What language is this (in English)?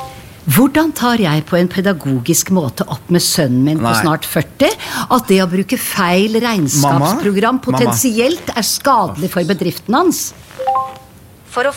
Norwegian